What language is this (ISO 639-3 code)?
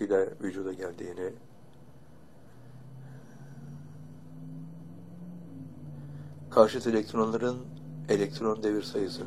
tur